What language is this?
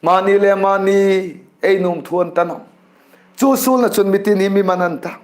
Hmar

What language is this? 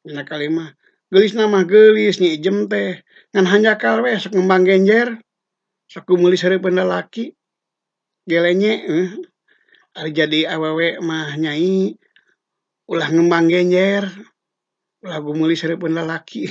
Sundanese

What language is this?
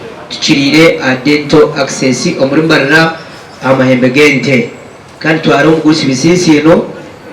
Nyankole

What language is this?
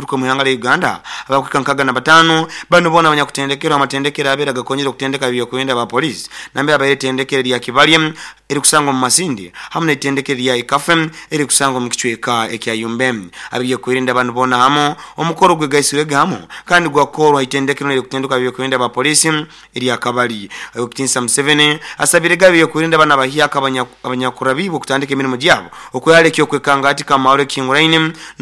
Nyoro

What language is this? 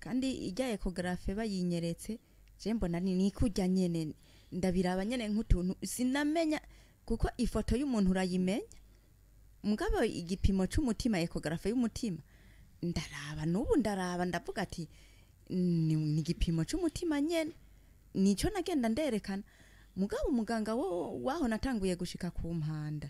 Rundi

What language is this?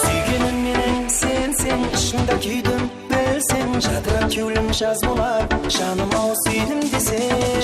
Kara-Kalpak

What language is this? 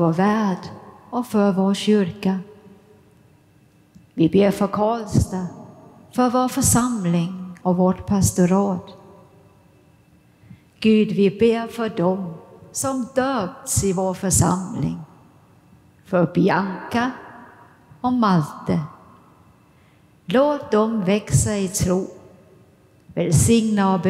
Swedish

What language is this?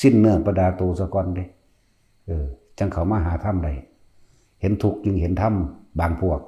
Northeastern Thai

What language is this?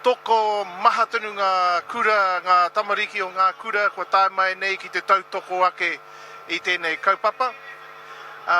Māori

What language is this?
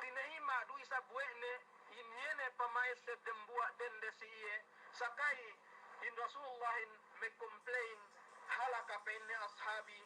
Yakan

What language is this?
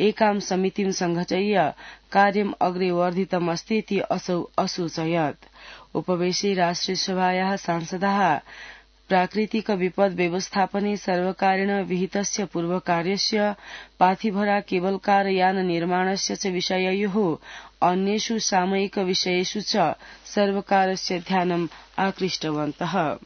Sanskrit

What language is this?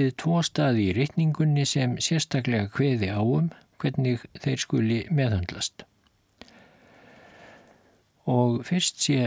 Icelandic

